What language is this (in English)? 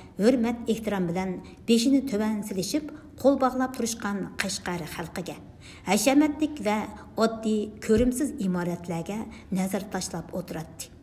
Uyghur